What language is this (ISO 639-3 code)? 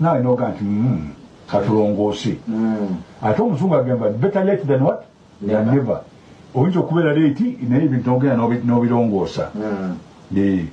lug